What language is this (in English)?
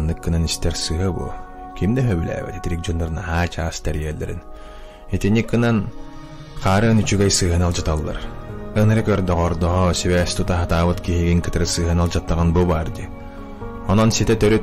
Yakut